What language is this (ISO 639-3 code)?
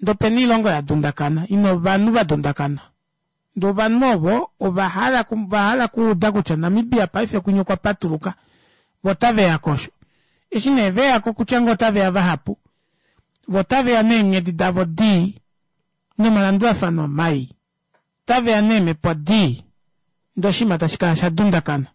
kua